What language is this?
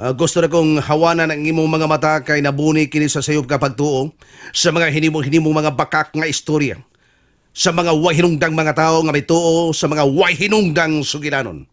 Cebuano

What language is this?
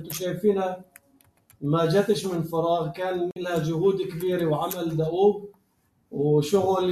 North Levantine Arabic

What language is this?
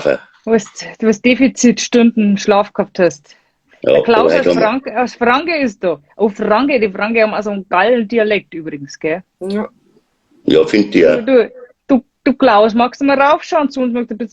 Bavarian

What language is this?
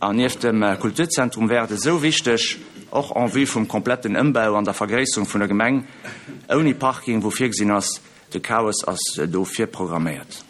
Luxembourgish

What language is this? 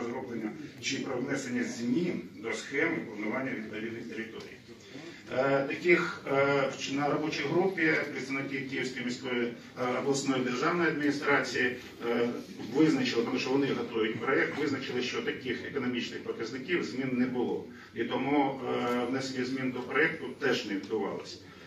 Ukrainian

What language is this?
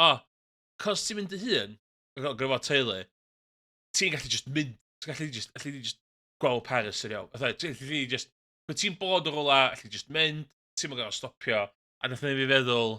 Welsh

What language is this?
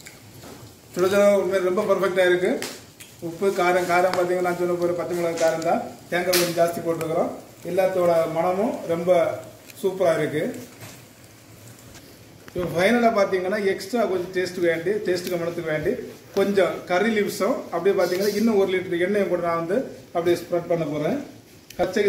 Tamil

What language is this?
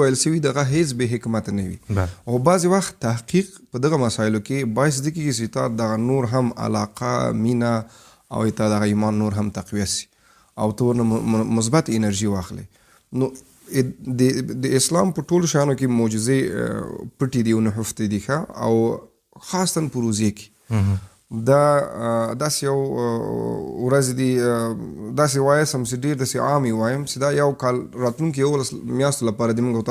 Pashto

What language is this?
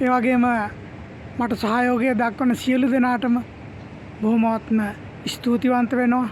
Sinhala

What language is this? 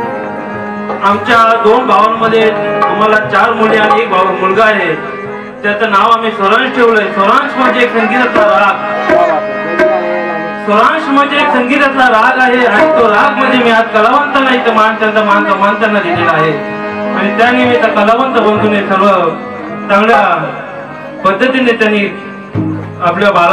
Marathi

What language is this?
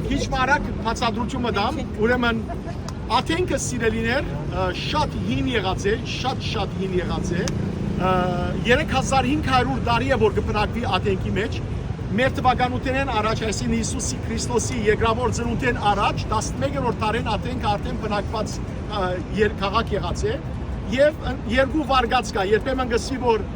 Western Armenian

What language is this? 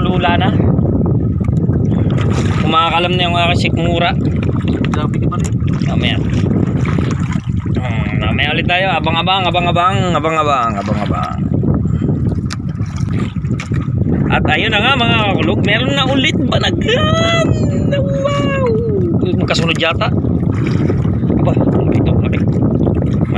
Filipino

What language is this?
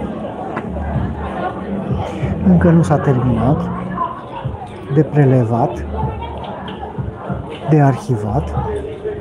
Romanian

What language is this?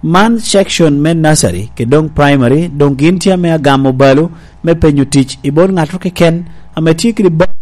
Lango (Uganda)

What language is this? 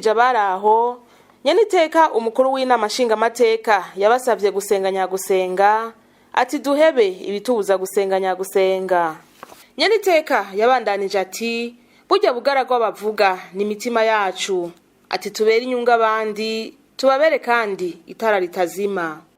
Rundi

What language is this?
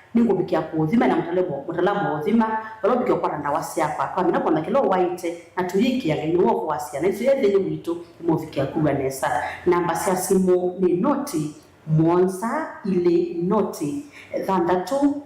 Kamba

